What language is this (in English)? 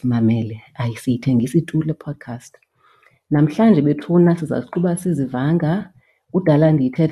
Xhosa